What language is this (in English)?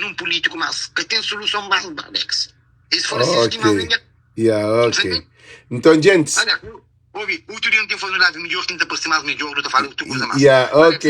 Kabuverdianu